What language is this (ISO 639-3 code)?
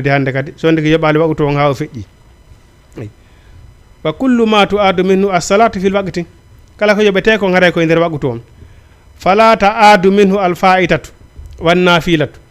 ful